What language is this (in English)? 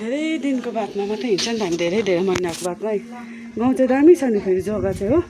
Nepali